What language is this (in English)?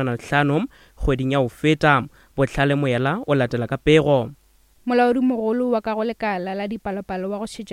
Northern Sotho